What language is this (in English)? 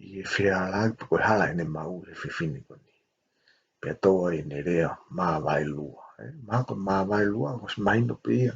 Tongan